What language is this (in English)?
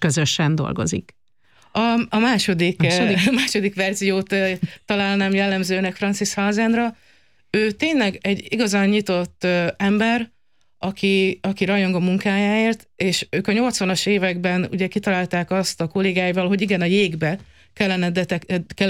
Hungarian